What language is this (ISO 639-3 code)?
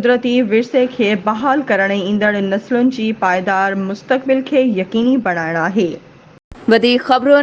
snd